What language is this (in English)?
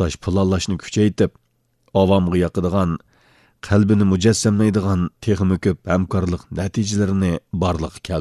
Uyghur